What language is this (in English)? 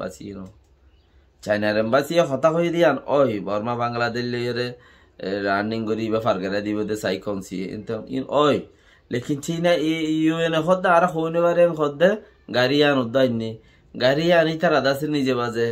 Rohingya